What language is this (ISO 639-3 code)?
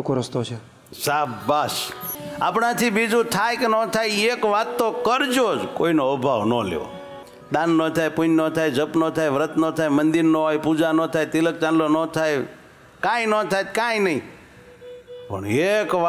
guj